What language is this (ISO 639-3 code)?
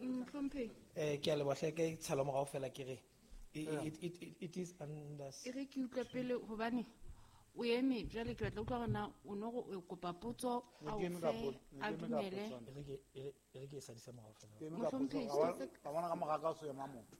sot